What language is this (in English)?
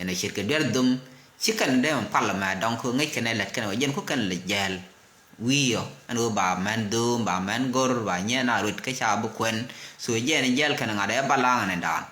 Nuer